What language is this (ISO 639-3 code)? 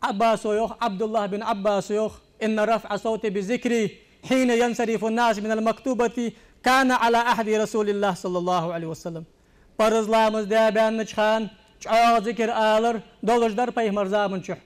inh